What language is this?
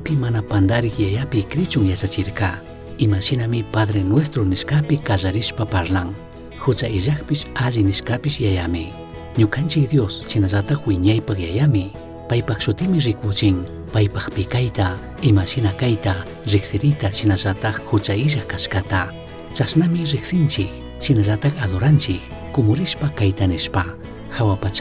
Chimborazo Highland Quichua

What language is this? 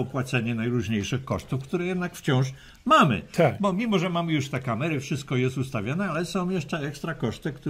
Polish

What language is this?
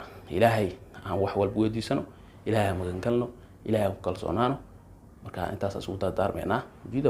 Somali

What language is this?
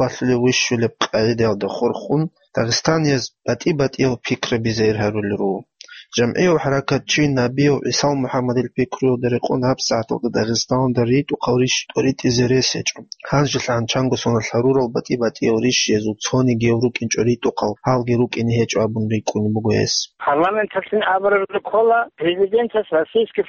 Avaric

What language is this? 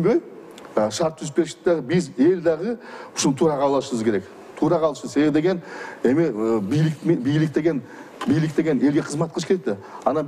Kyrgyz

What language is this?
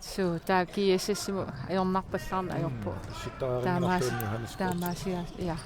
Kalaallisut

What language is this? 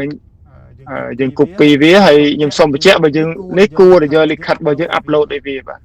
Khmer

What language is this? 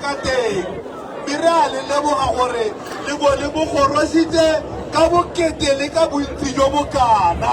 Tswana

